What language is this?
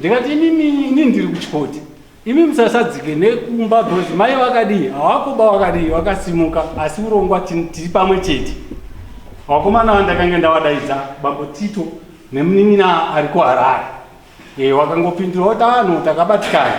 Shona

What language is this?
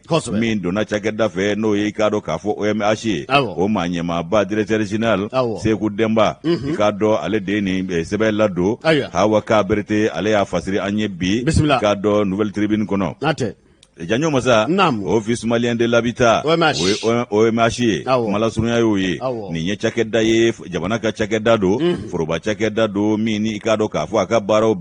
Bambara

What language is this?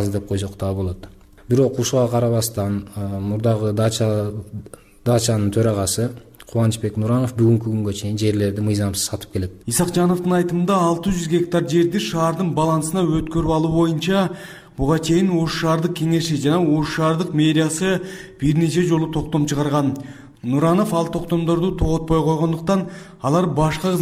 Kyrgyz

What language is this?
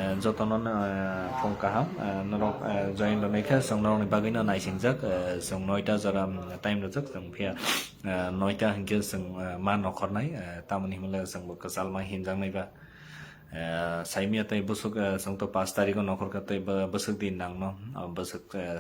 Kok Borok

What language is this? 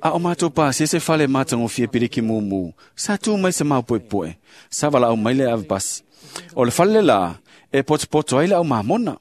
Samoan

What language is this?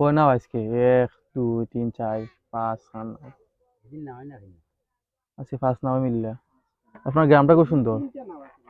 Sylheti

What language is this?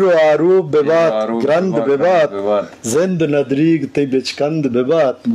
Eastern Balochi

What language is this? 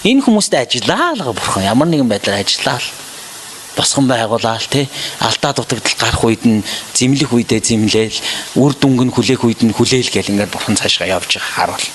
Mongolian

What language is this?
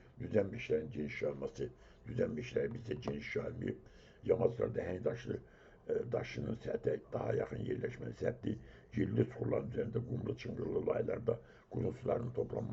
Azerbaijani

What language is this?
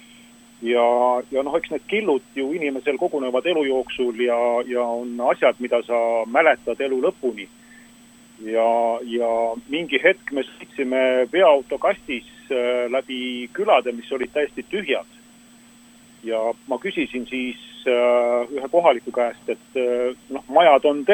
Estonian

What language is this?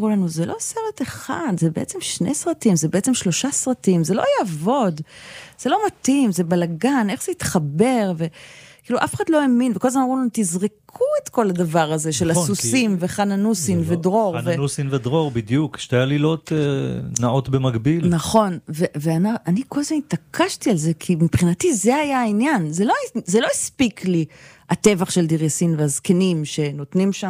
Hebrew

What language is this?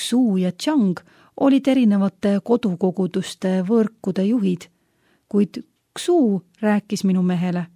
Estonian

